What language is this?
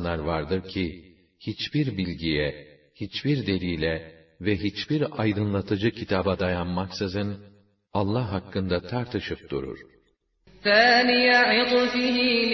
Turkish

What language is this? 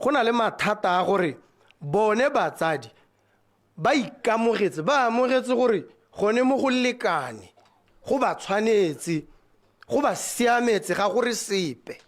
Tswana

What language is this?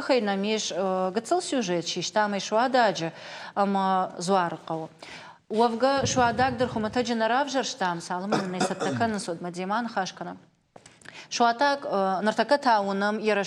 Ossetic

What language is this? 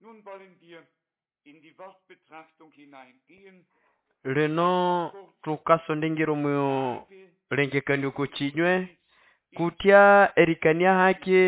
Nande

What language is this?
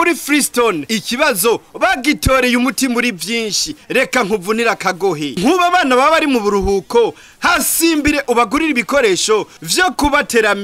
Rundi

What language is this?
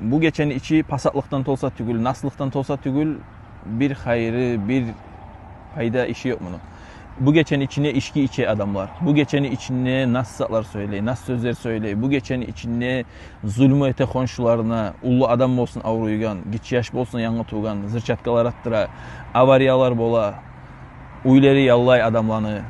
Kumyk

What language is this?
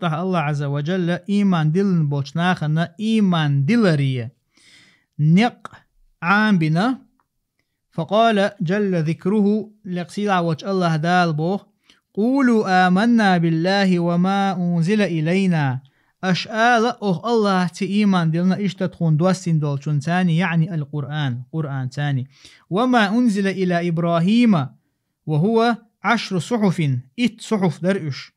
Chechen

